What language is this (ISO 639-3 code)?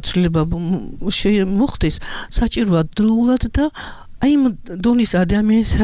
kat